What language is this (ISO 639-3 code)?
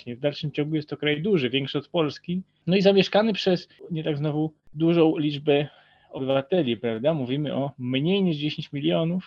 pol